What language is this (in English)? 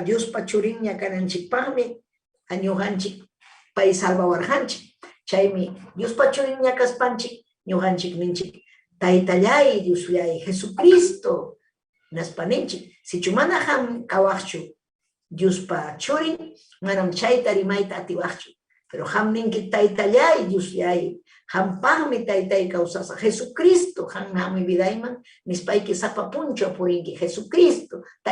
Ayacucho Quechua